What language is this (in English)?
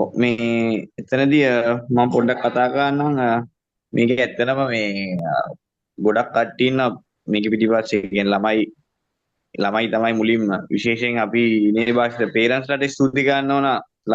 Sinhala